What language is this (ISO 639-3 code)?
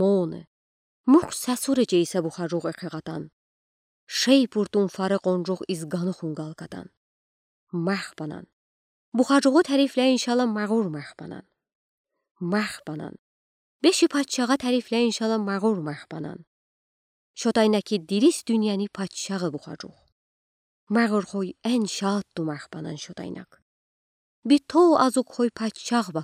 udi